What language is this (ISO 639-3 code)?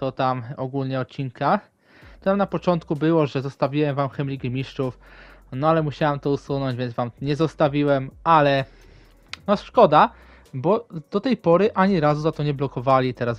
pol